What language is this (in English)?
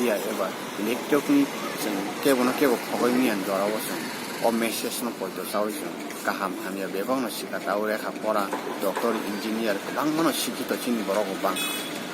Kok Borok